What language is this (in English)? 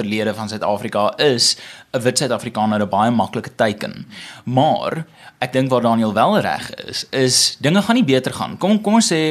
Afrikaans